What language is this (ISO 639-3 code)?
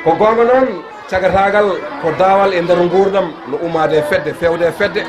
ful